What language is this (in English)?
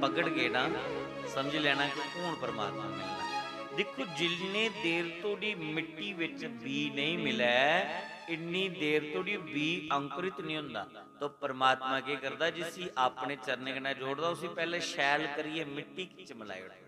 Dogri